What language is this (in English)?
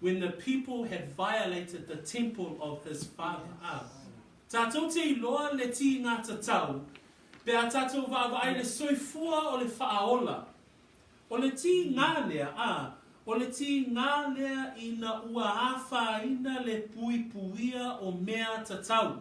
Samoan